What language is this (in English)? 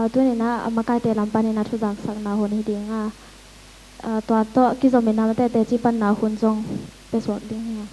Tedim Chin